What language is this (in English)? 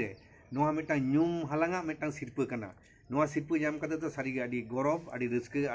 Santali